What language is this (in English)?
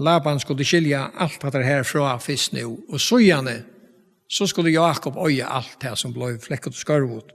Faroese